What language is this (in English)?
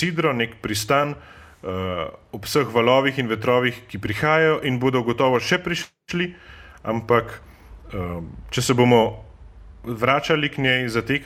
Slovenian